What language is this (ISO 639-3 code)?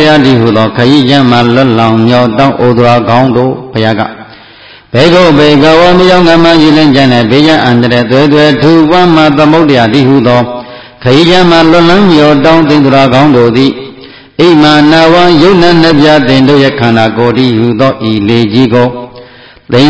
mya